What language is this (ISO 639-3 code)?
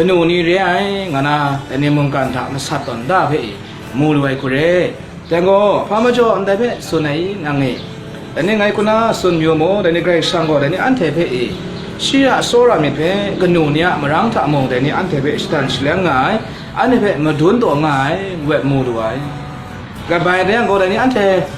kac